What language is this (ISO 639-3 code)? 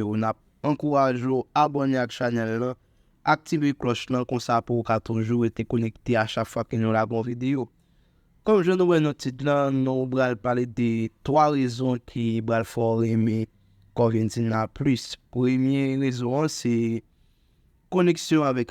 hat